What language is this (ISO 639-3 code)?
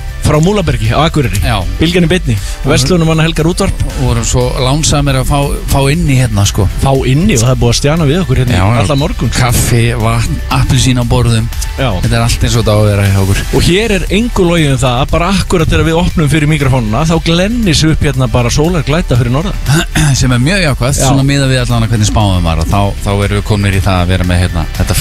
isl